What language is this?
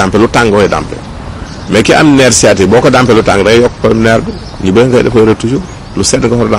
Wolof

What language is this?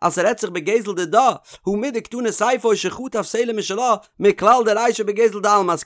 Yiddish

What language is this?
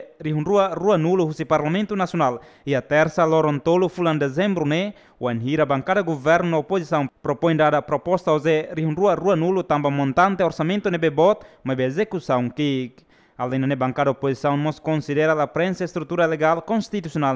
Tetum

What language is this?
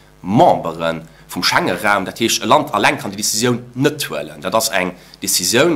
Luxembourgish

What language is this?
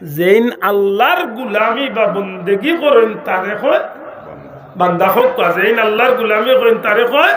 Sylheti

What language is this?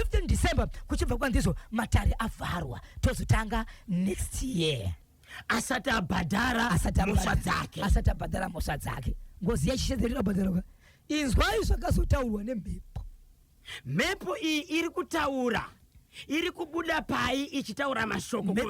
Shona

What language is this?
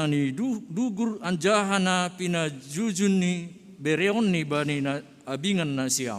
Batak Simalungun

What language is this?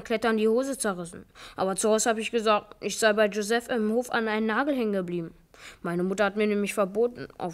German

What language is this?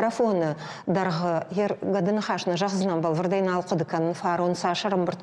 Ossetic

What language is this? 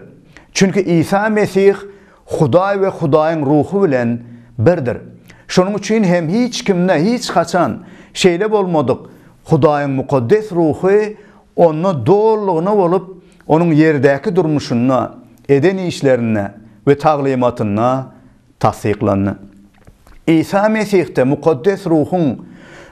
Turkmen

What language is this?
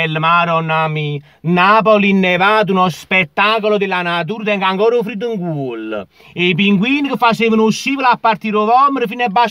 Neapolitan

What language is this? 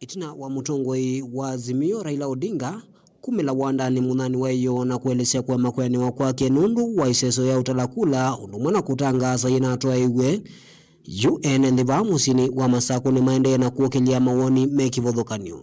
Kamba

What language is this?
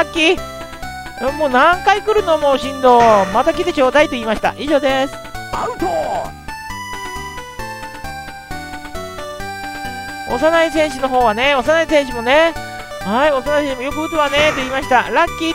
Japanese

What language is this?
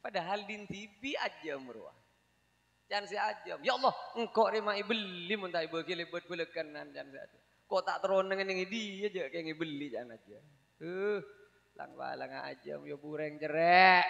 Madurese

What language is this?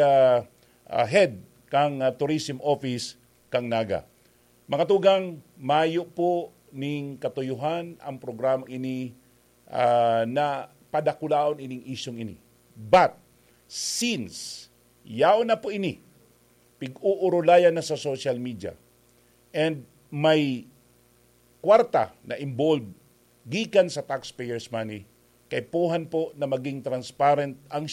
Bikol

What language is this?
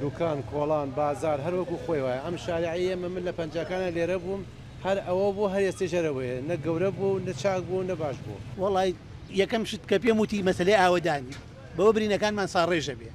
Central Kurdish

